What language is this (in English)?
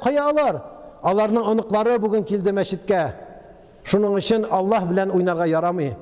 Tatar